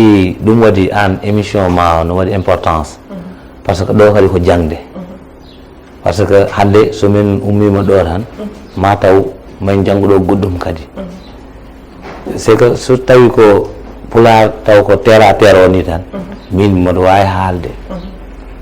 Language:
Fula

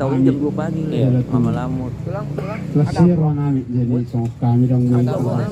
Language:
Batak Toba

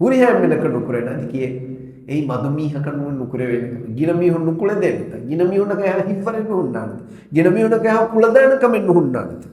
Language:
Divehi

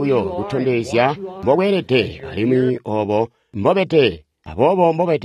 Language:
Tonga (Zambia)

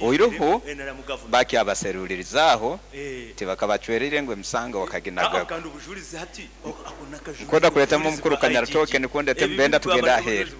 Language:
Nyankole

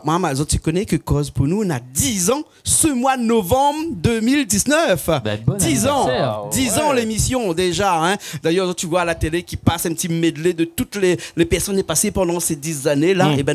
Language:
Réunion Creole French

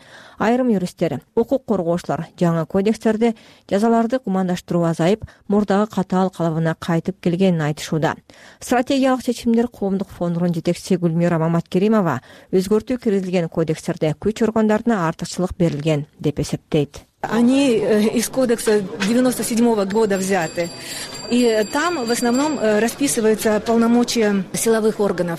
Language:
Kyrgyz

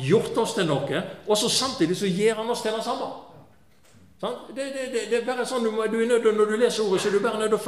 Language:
Norwegian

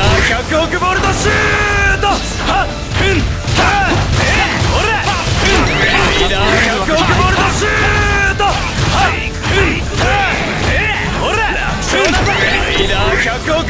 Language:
Japanese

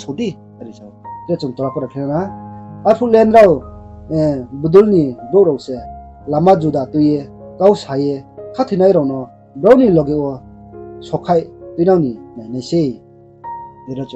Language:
Riang (India)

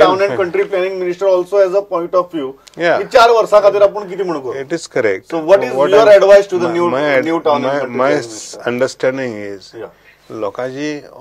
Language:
Konkani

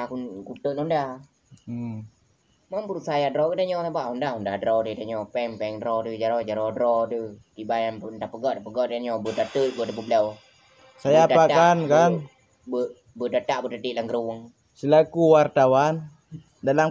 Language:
Achinese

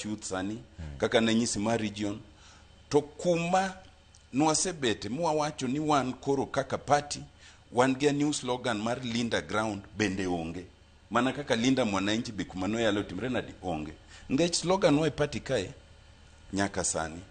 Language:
Luo (Kenya and Tanzania)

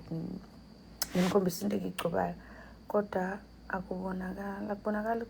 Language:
Zulu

